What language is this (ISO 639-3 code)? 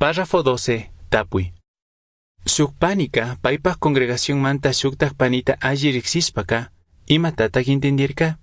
qug